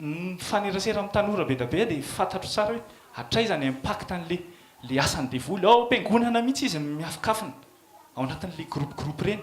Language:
Malagasy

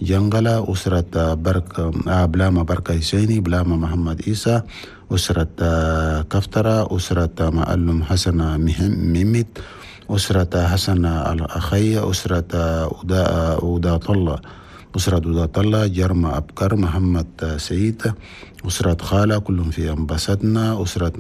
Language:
Chadian Arabic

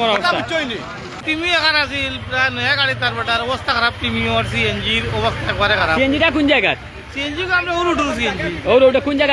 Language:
Sylheti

